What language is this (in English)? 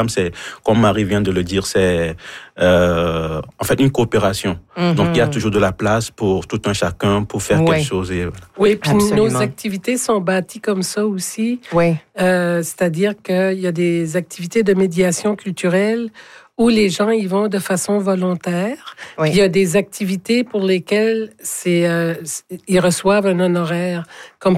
French